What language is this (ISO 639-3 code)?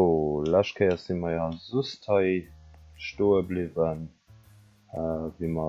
ltz